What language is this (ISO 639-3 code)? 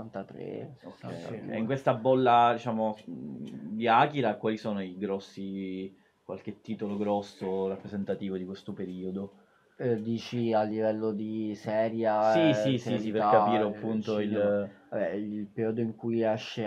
ita